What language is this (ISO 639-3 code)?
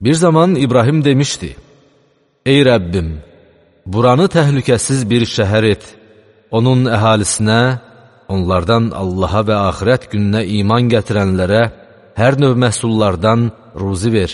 aze